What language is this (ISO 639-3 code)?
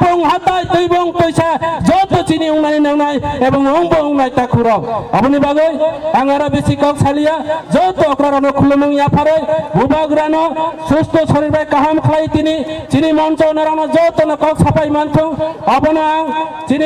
trp